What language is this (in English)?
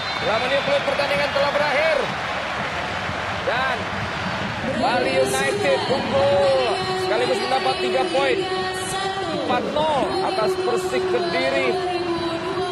Indonesian